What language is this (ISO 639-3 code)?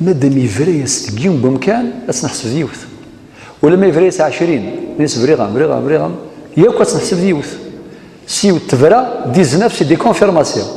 kab